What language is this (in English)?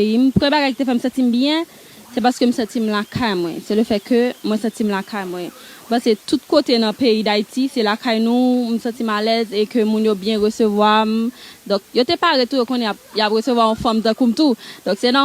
Haitian Creole